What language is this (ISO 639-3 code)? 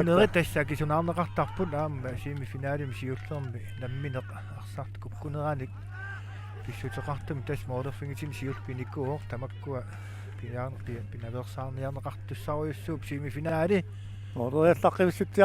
kal